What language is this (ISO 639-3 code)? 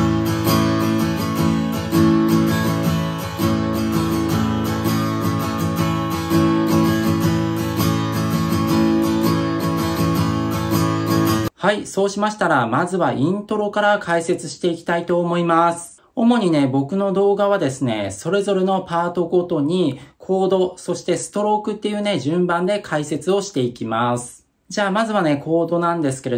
jpn